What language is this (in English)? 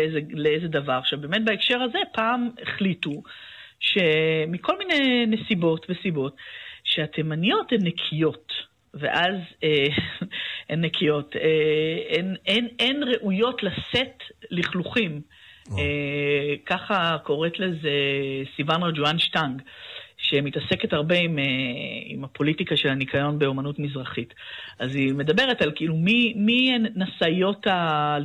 Hebrew